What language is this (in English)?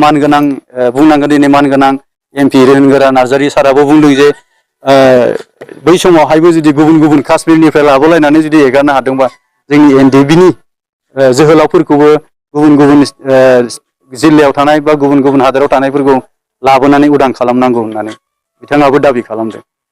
Bodo